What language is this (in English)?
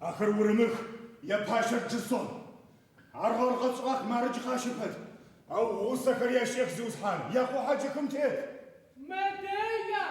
Adyghe